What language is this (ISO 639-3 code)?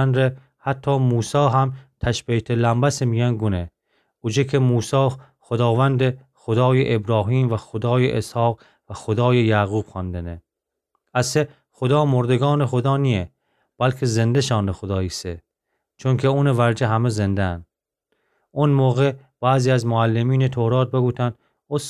glk